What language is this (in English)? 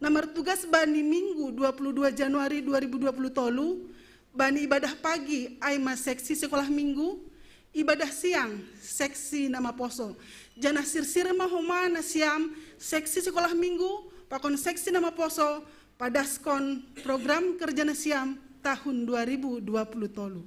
Batak Simalungun